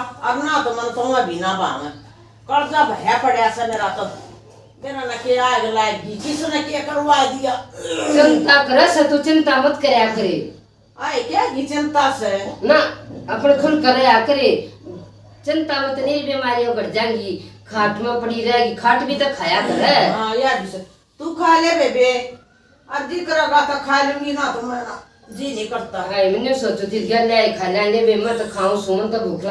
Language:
Haryanvi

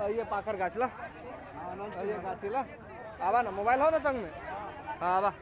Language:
Maithili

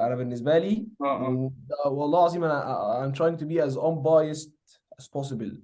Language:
Egyptian Arabic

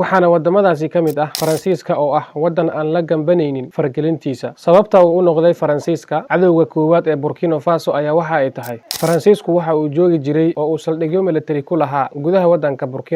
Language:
Somali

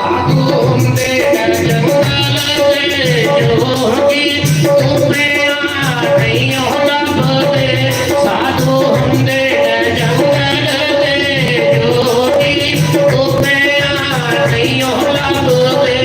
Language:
Dogri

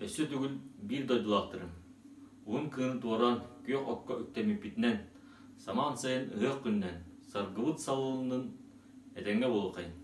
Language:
Yakut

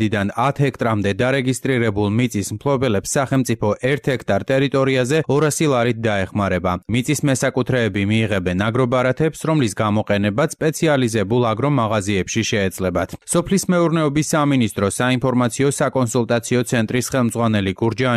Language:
Georgian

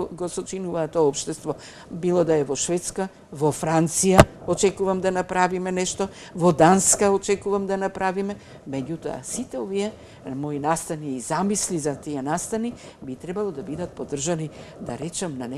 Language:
Macedonian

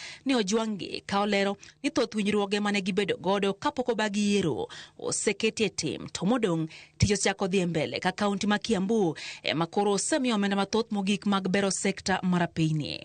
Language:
Luo (Kenya and Tanzania)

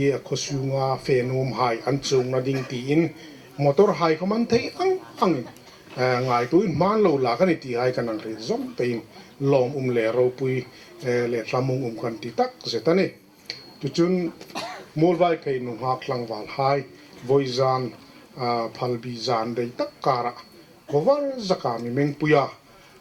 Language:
Hmar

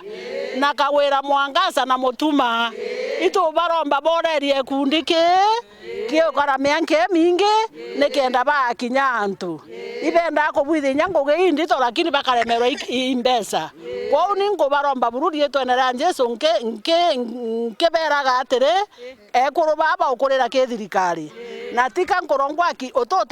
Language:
Meru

